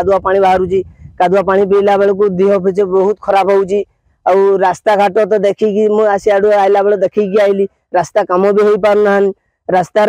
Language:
Odia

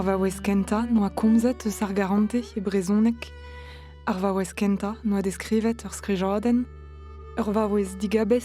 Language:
Breton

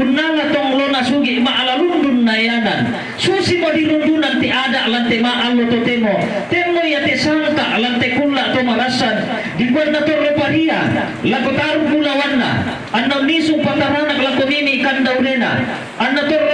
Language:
Toraja-Sa'dan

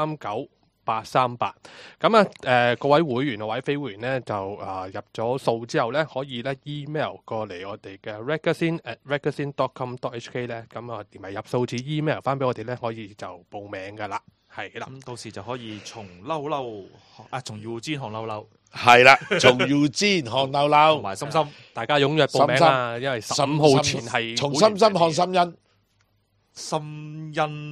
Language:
Cantonese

